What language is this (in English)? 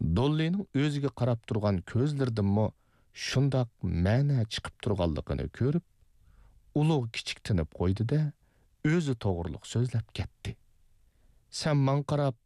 Uyghur